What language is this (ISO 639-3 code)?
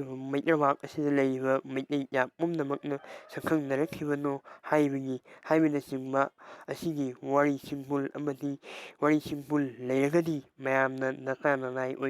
mni